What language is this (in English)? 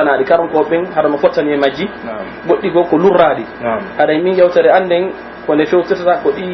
Pular